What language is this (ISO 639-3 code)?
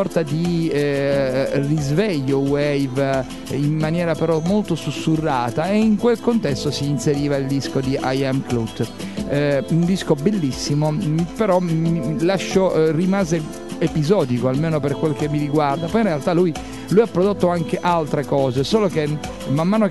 ita